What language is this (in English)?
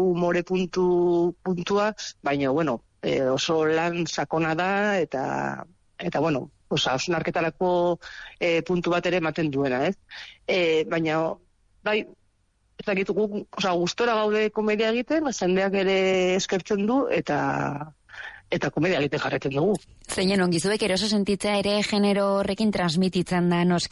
Basque